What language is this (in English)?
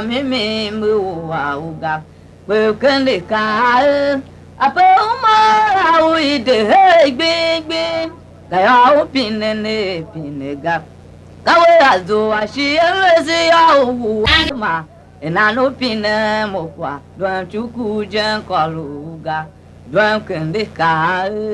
Tiv